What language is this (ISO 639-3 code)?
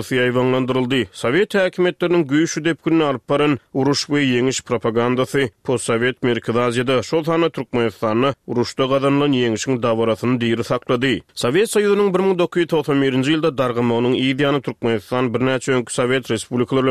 tuk